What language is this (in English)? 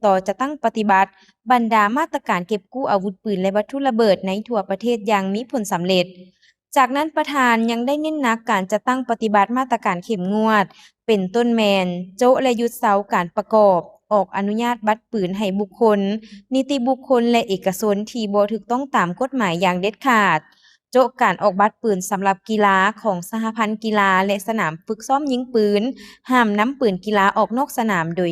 Lao